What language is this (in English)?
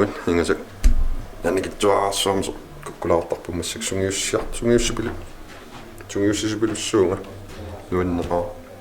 Kalaallisut